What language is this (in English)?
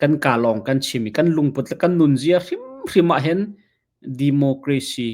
Hakha Chin